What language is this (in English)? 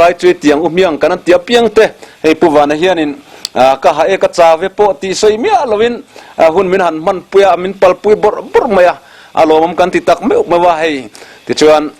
Mizo